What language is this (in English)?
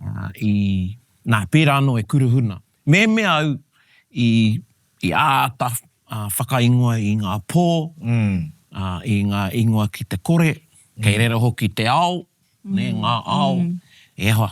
Māori